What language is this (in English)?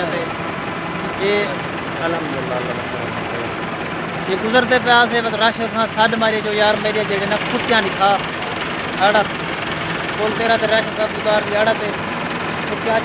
Saraiki